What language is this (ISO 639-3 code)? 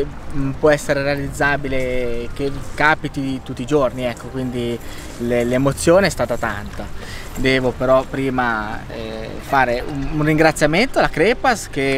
ita